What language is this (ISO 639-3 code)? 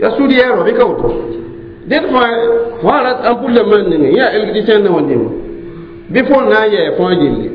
mos